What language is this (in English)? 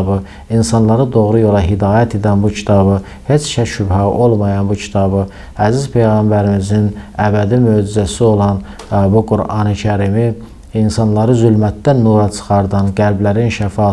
Azerbaijani